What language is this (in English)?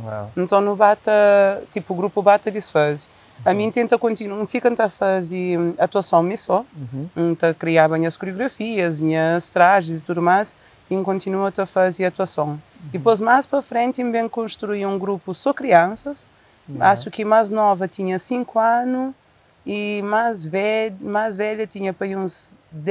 Kabuverdianu